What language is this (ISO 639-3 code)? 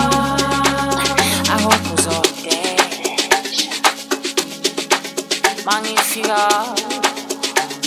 swa